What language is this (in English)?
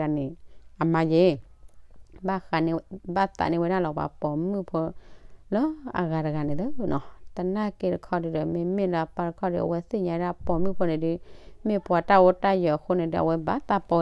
S'gaw Karen